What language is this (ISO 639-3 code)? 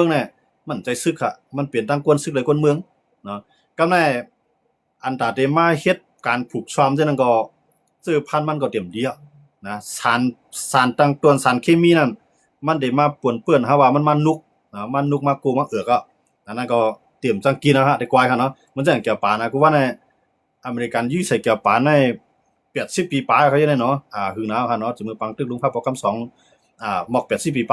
shn